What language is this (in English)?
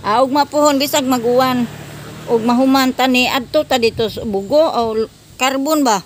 Cebuano